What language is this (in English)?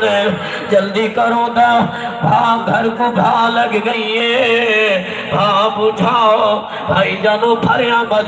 Saraiki